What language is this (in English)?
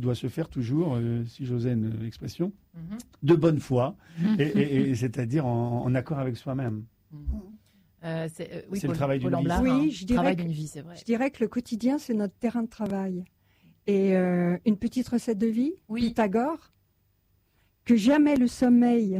French